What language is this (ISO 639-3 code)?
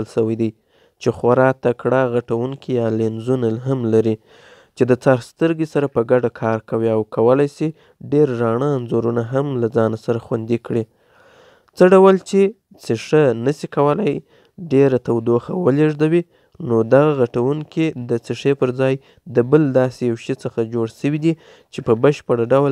pus